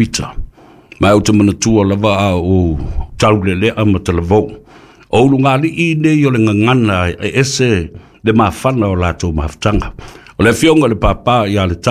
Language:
Samoan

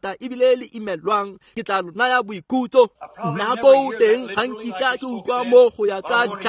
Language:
Tswana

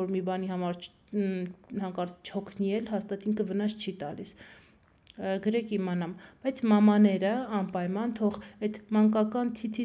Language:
Armenian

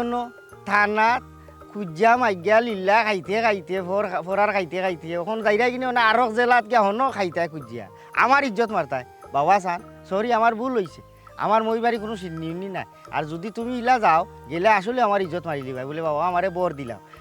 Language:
Sylheti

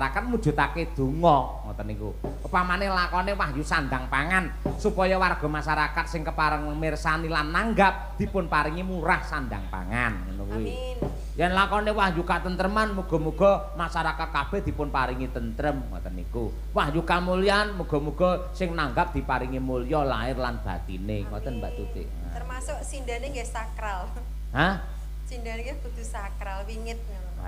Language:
Javanese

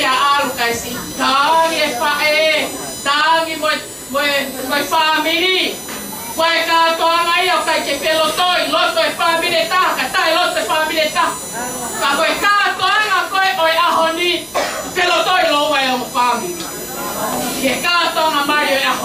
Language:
Tongan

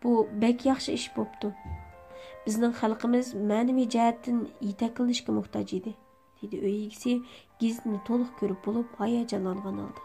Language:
Uyghur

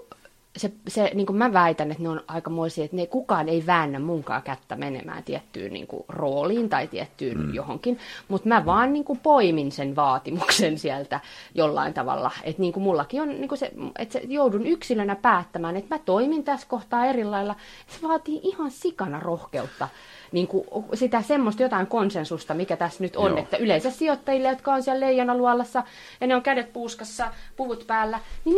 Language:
Finnish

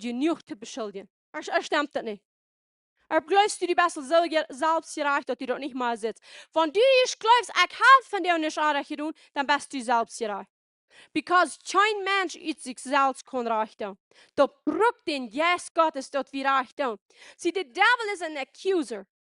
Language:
Plautdietsch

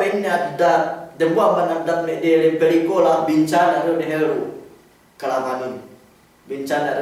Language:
Yakan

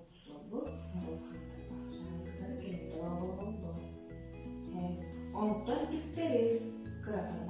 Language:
Yakut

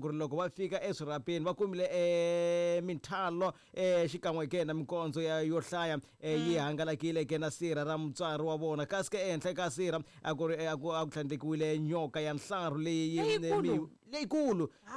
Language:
Tsonga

